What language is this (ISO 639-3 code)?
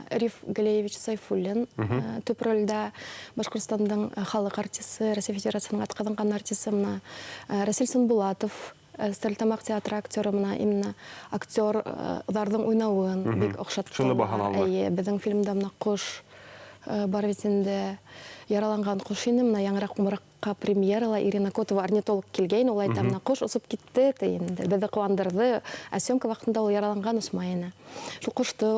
bak